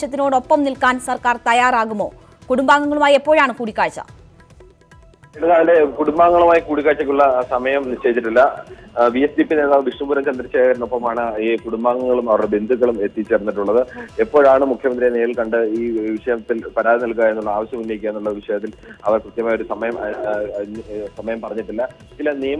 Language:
Malayalam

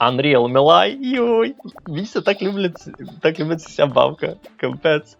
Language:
Rusyn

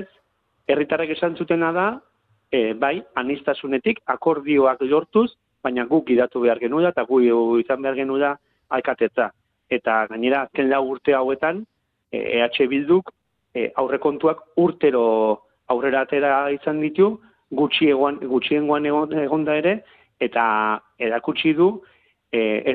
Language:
Basque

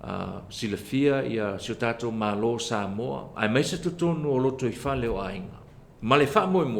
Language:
Samoan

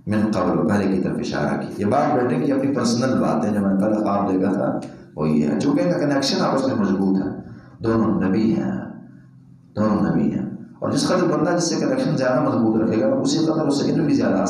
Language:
Urdu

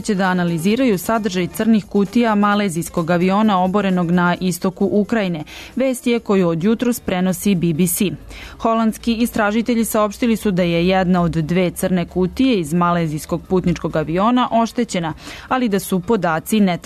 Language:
Serbian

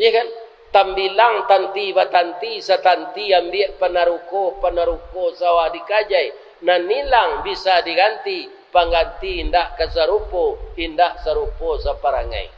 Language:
Minangkabau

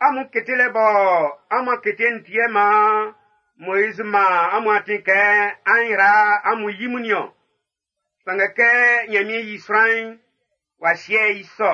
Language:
Baoulé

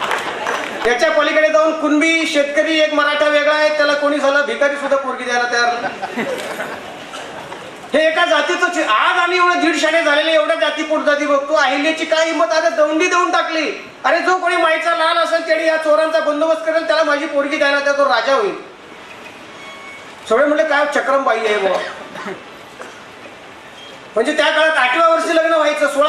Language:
Marathi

